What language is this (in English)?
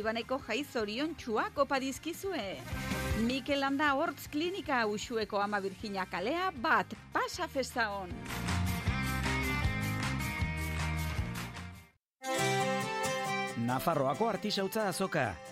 Basque